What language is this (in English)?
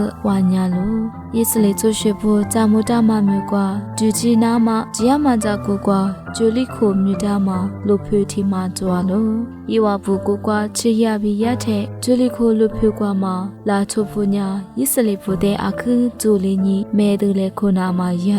Lisu